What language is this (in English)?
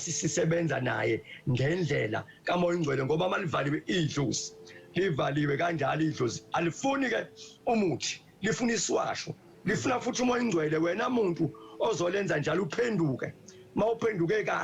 Zulu